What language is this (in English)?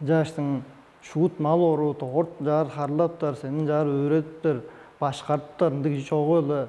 Tuvinian